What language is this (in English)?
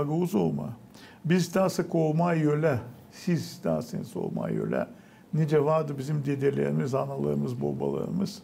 Gagauz